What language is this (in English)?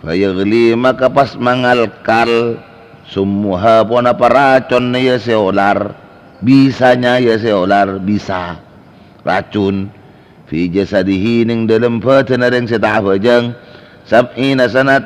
Madurese